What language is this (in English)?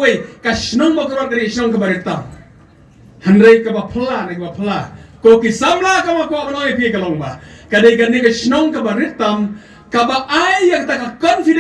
Khasi